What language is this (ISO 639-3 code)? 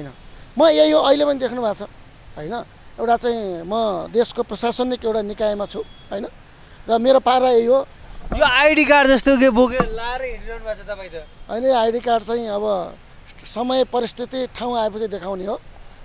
nep